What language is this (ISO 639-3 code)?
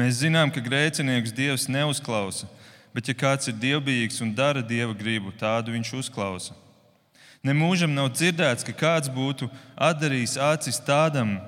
lav